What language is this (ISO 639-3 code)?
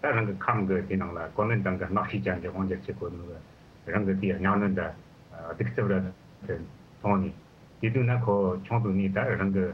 bod